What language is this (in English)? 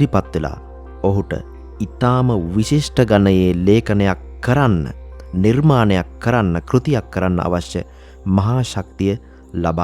Sinhala